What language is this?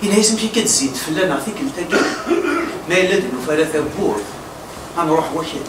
Kabyle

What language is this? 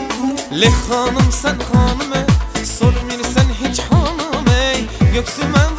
Turkish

